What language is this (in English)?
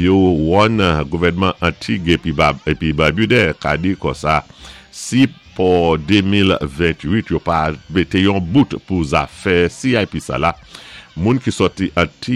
Saint Lucian Creole French